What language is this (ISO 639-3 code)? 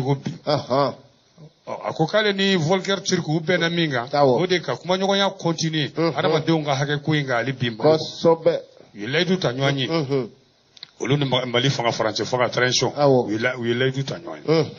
bam